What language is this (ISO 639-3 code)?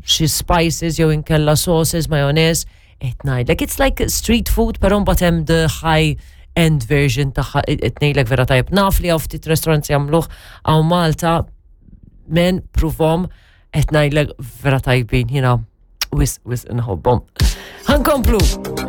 mlt